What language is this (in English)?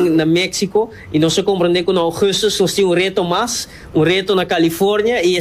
Papiamento